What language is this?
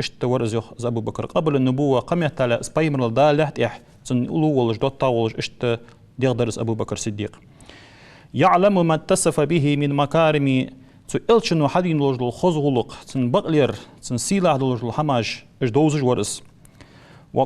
Ingush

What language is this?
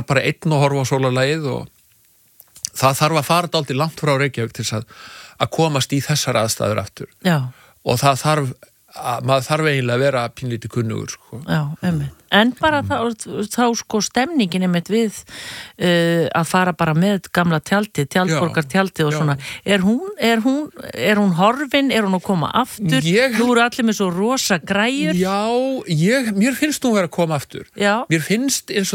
Icelandic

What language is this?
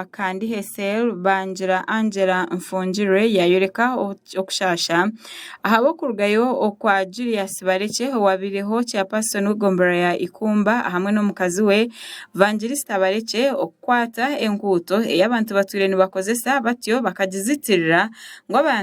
Nyankole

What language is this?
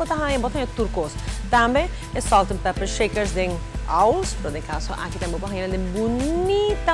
Papiamento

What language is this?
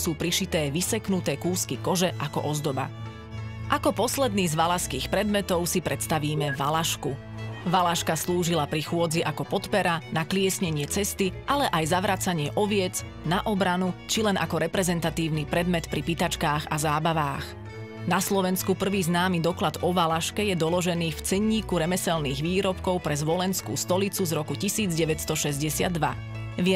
Slovak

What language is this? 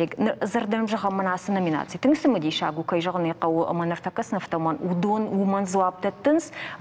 Ossetic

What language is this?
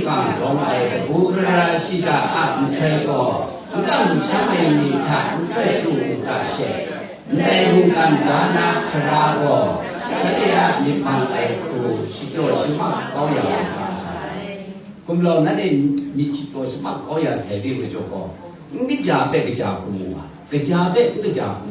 Kachin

